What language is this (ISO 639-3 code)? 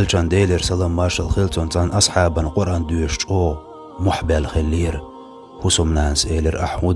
che